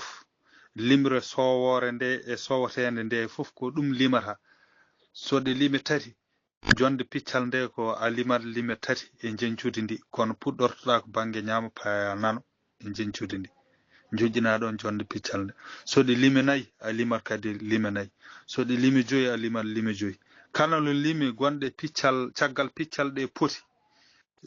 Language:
Fula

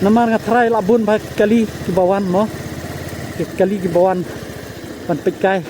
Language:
Khasi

